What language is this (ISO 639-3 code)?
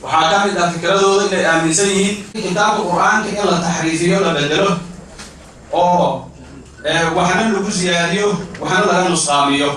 som